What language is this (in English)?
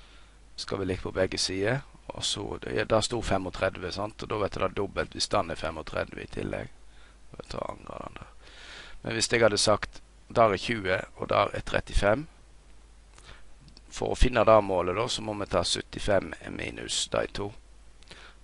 Norwegian